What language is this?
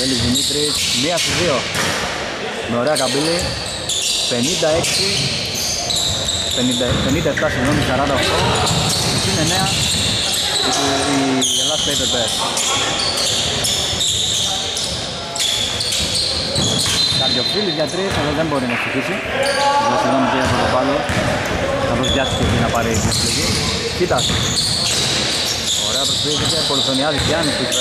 Greek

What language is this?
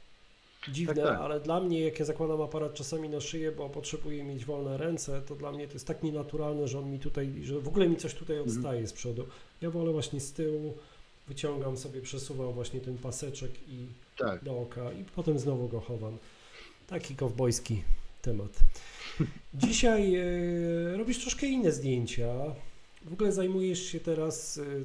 Polish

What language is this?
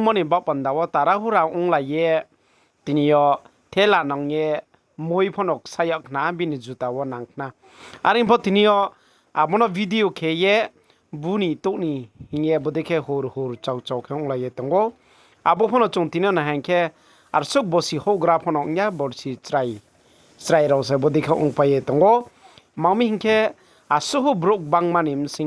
Riang (India)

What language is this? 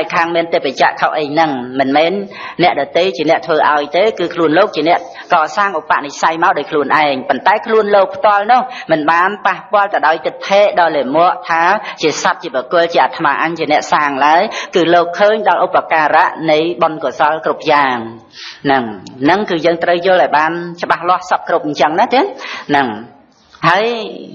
Khmer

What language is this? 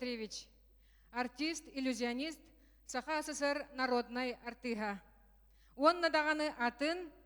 Yakut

